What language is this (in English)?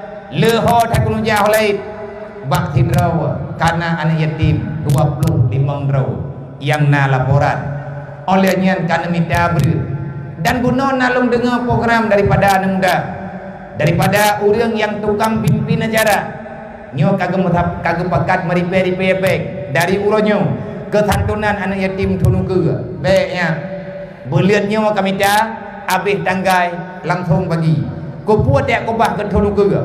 Achinese